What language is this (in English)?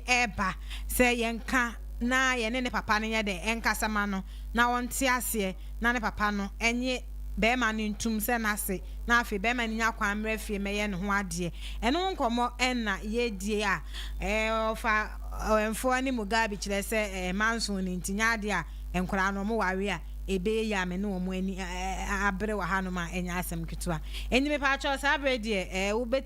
Akan